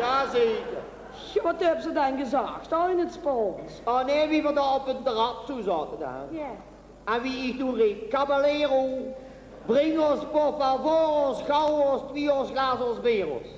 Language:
Limburgish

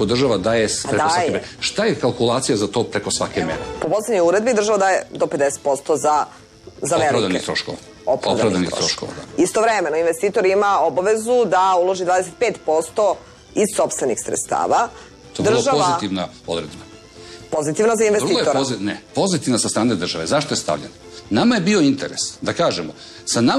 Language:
Serbian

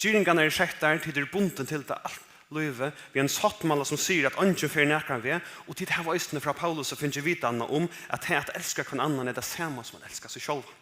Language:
Faroese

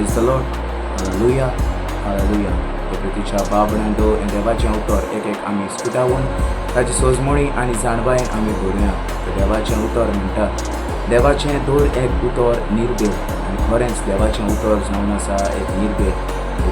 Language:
Konkani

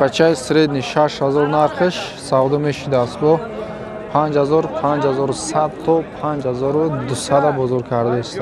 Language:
Tajik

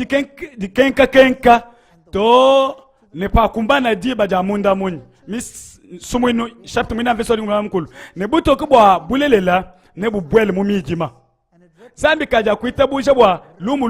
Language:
Luba-Lulua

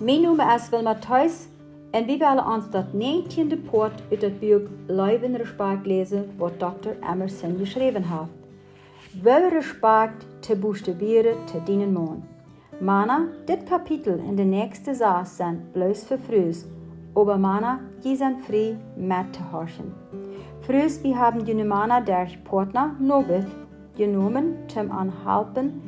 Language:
Plautdietsch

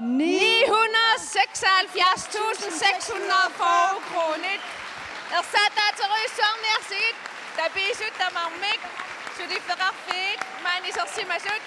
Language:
Kalaallisut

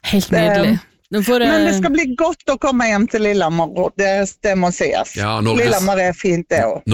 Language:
Norwegian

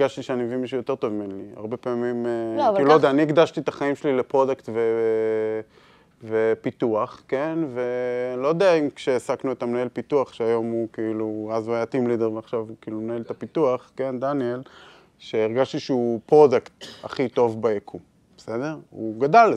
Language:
Hebrew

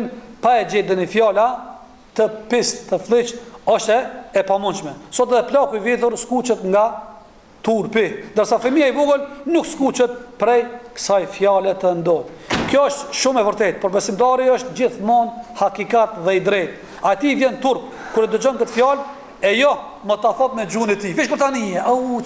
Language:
Albanian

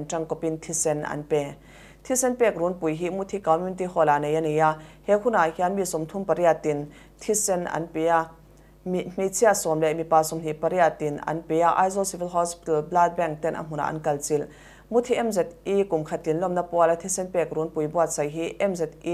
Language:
Mizo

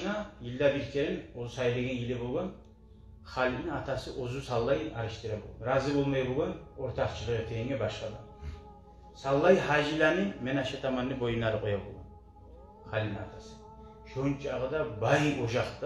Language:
Kumyk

